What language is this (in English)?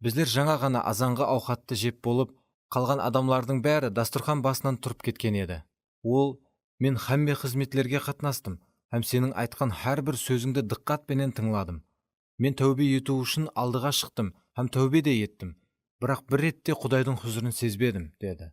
Kara-Kalpak